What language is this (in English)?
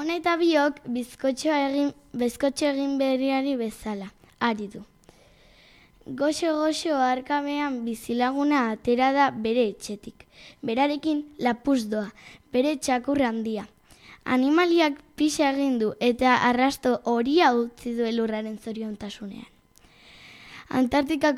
Basque